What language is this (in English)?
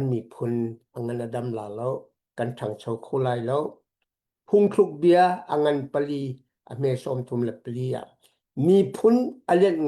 Hakha Chin